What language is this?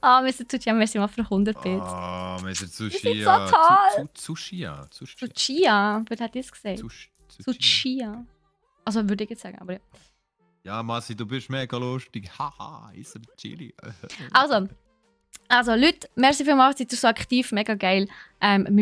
Swiss German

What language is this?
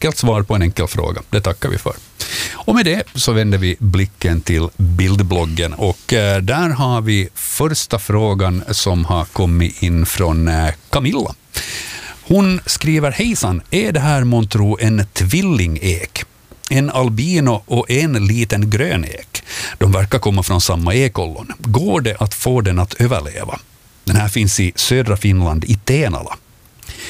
Swedish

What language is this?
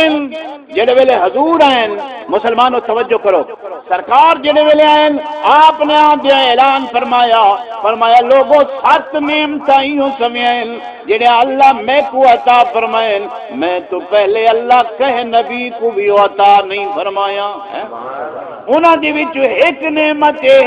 Saraiki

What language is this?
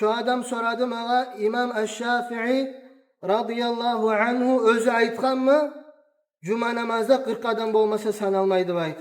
Kumyk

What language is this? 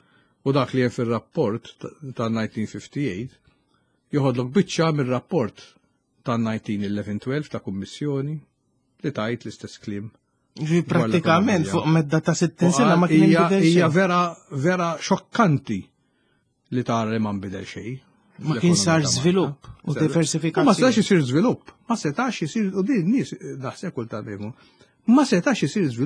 Maltese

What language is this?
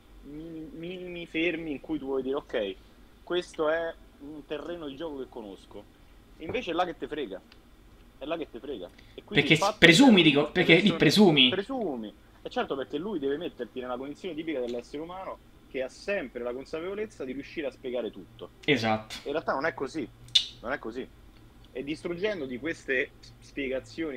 Italian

